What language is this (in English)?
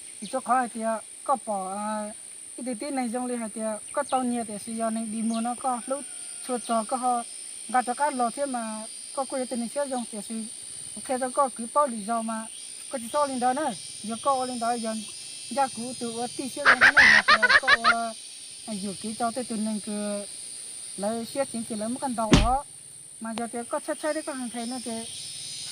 Hmong